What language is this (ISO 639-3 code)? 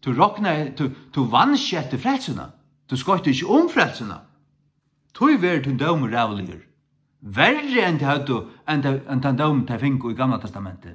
fao